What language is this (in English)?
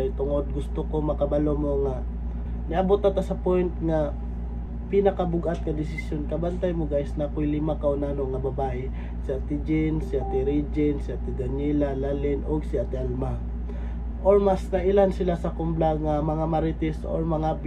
Cebuano